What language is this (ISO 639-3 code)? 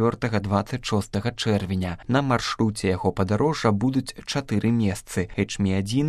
bel